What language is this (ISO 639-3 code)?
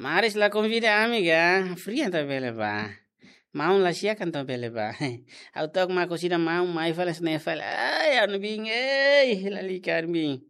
tet